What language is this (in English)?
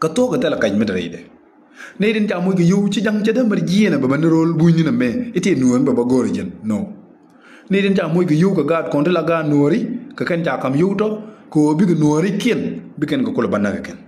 Nuer